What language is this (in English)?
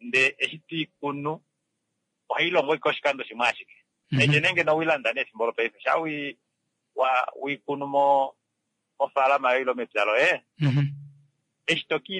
Kuanyama